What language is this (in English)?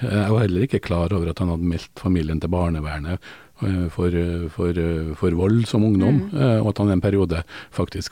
Norwegian